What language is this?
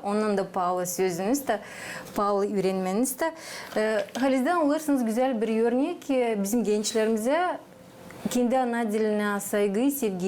Gagauz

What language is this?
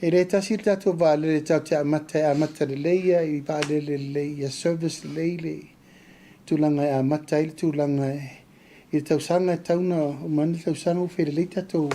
Samoan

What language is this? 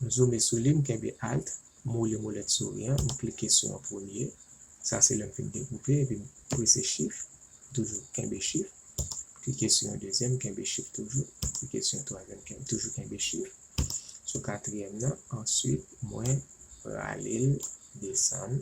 Haitian Creole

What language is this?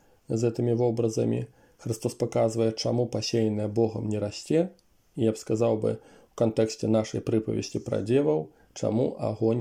Belarusian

